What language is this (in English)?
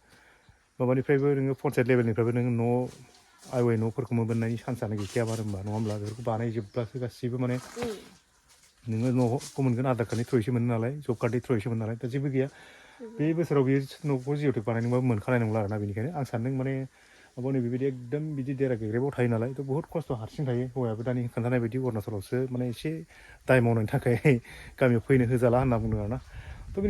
Bodo